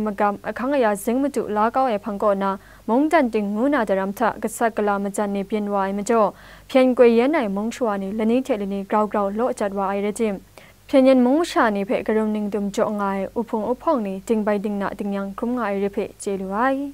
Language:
Kachin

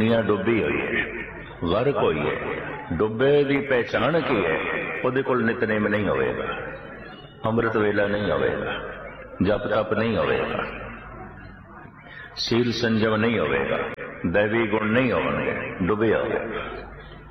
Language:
Punjabi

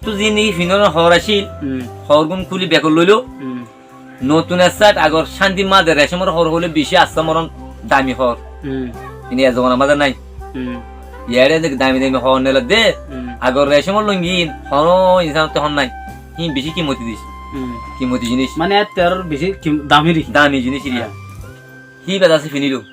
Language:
Rohingya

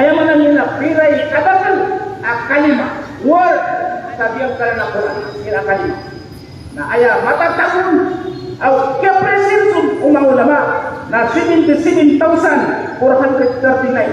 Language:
Maranao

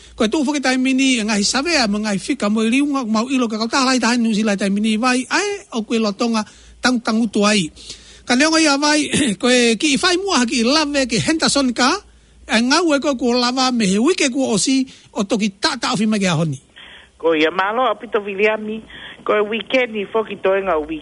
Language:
Tongan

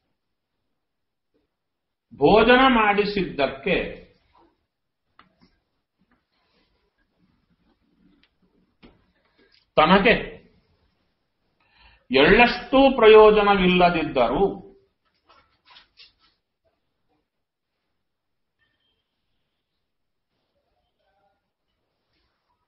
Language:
Kannada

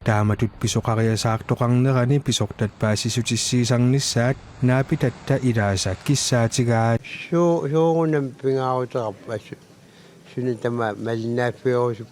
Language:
Kalaallisut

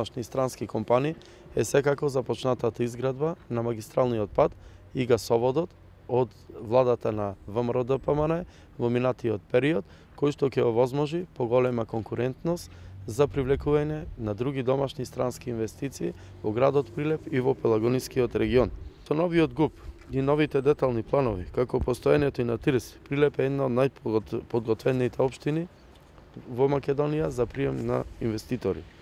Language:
Macedonian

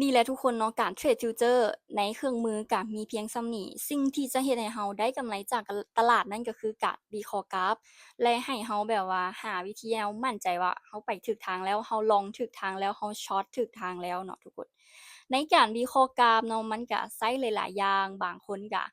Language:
Lao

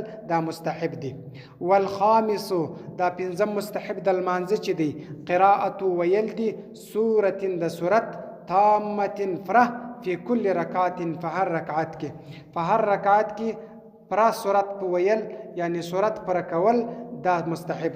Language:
Pashto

